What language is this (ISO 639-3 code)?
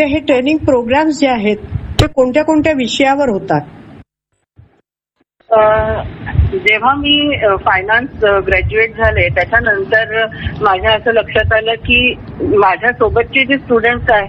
mar